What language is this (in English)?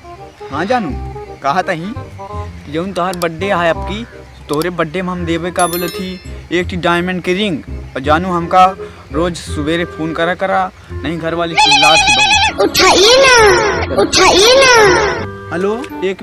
Awadhi